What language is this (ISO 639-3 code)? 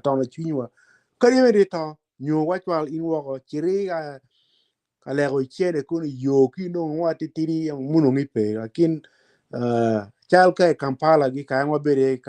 ach